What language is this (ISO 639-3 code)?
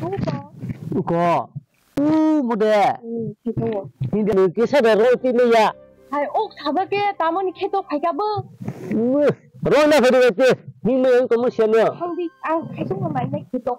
trp